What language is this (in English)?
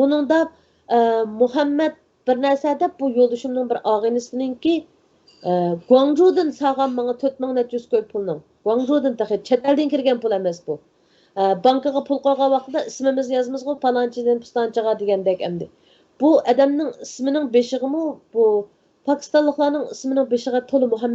Uyghur